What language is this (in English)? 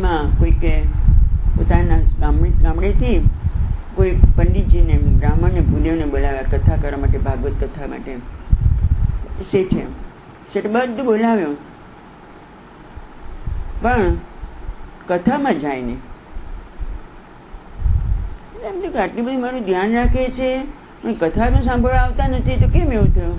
Gujarati